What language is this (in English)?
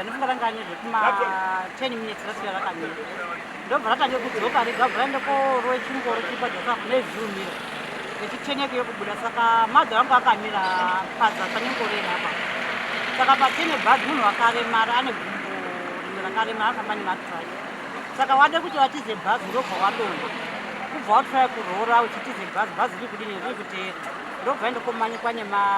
Shona